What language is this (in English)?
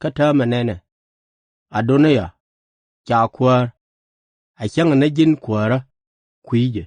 Nuer